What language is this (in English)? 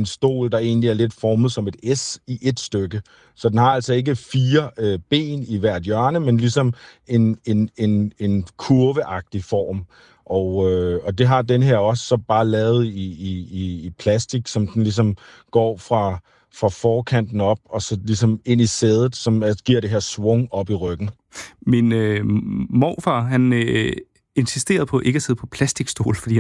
Danish